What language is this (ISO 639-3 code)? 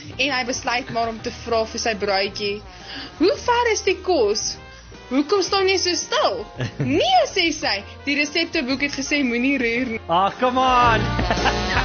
afr